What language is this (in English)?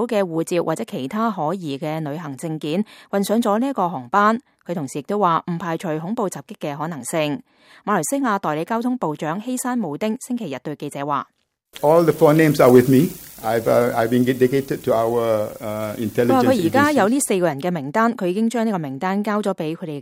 Cantonese